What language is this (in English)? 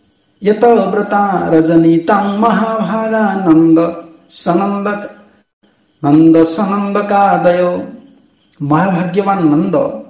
Odia